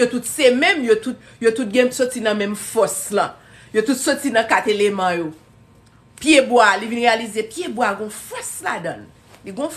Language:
Haitian Creole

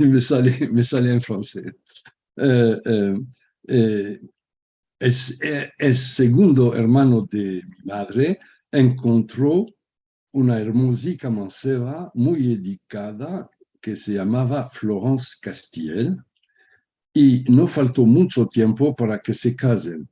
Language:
Ladino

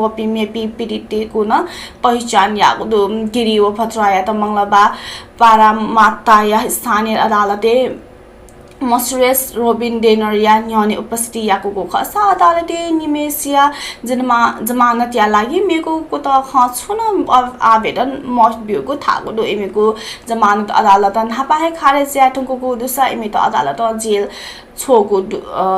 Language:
Newari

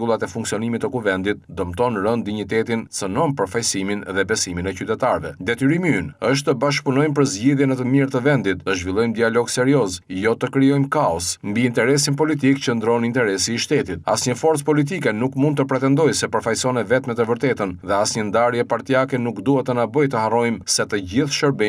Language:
Albanian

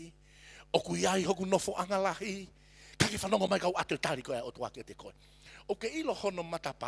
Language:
Tongan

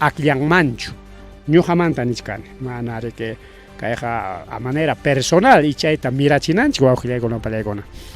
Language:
Ayacucho Quechua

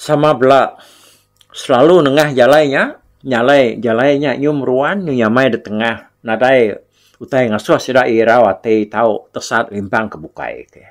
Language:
Iban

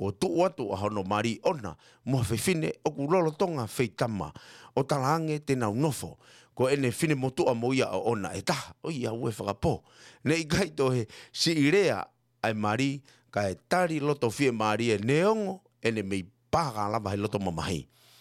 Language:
Tongan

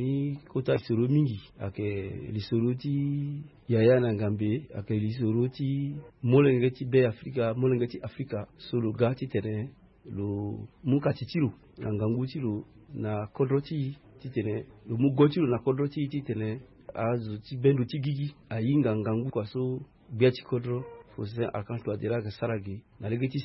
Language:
Sango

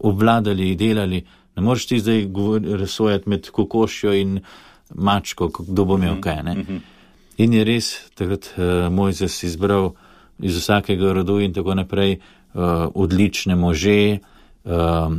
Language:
Slovenian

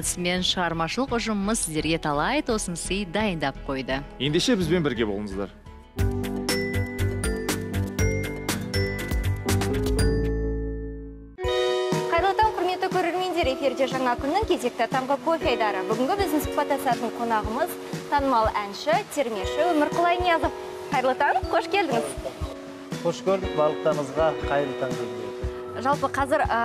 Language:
Kazakh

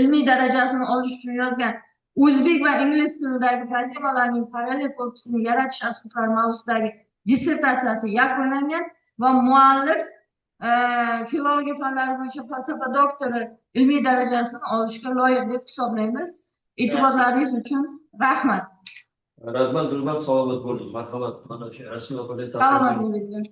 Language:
Uzbek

